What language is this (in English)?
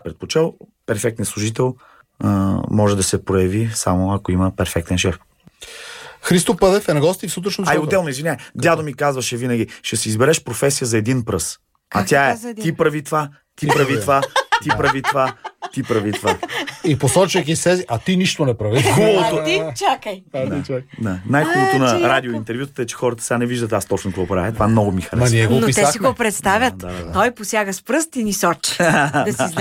Bulgarian